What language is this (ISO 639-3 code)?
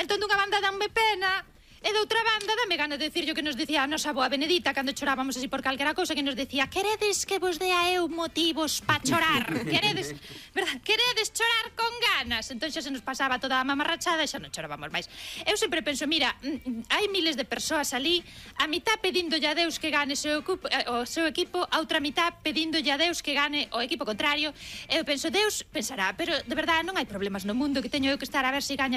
glg